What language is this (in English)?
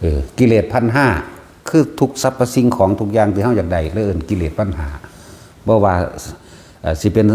Northeastern Thai